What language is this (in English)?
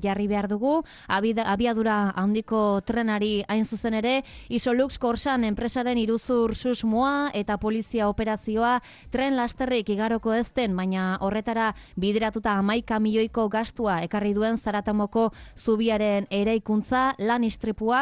Basque